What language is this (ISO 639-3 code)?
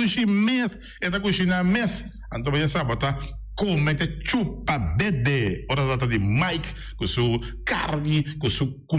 pap